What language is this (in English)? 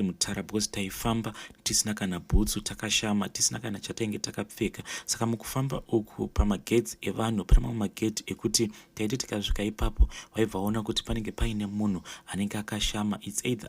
Shona